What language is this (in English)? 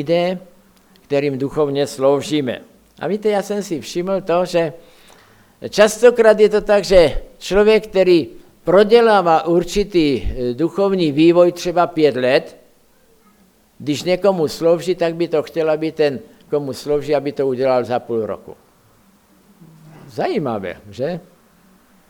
Czech